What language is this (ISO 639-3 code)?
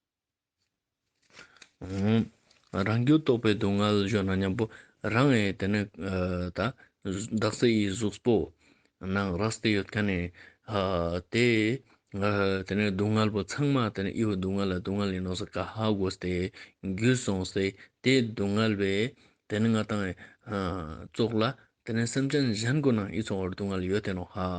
lbj